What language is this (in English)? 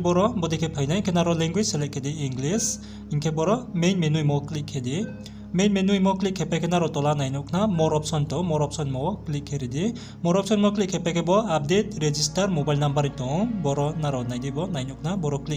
Riang (India)